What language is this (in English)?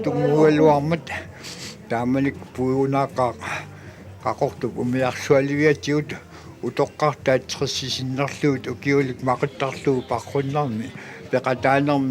Kalaallisut